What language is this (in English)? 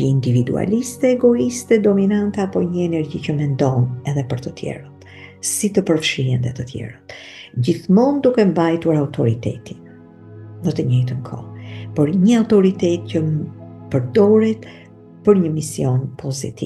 Albanian